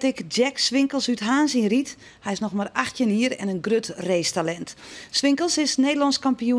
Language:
Western Frisian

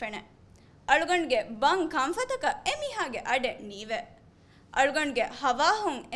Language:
Divehi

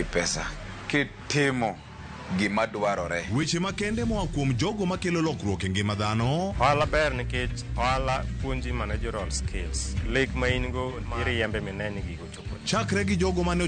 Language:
Luo (Kenya and Tanzania)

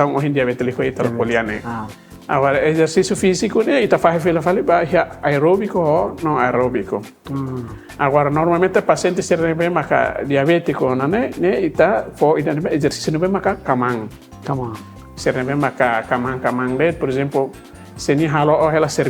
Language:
Tetum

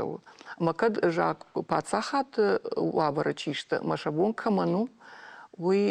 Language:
Ossetic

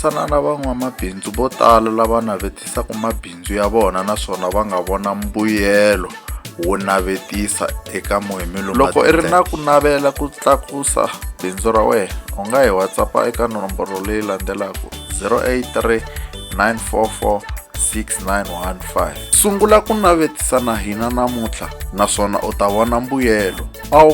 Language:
Tsonga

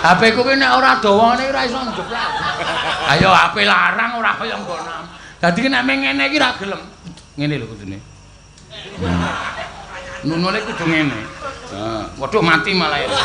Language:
Javanese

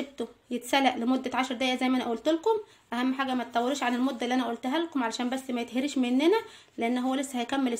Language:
Egyptian Arabic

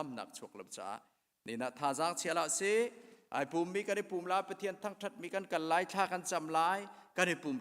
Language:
Hakha Chin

